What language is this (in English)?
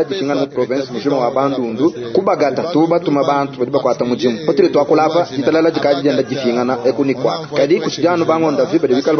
Luba-Lulua